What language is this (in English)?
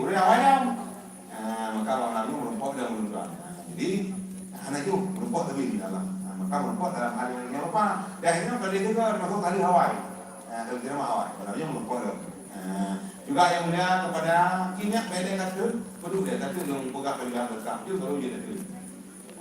Achinese